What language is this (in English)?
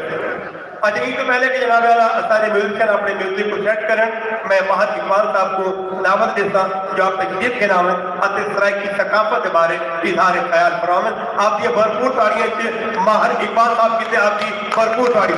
Saraiki